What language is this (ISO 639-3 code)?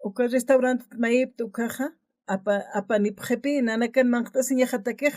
aym